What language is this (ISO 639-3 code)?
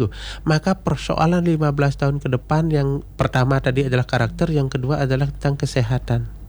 ind